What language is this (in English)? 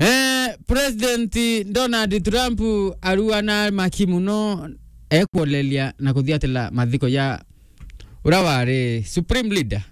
Meru